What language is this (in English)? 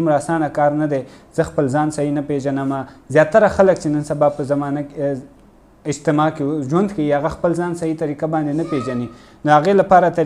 Pashto